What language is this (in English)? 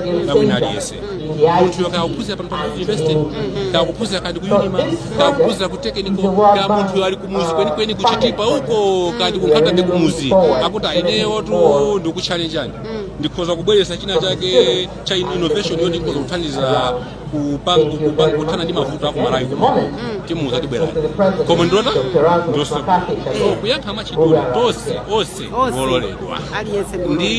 Nyanja